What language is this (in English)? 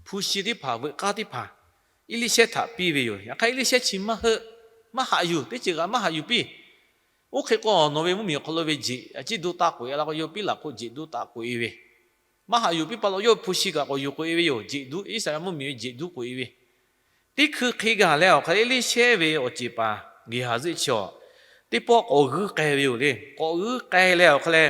Lahu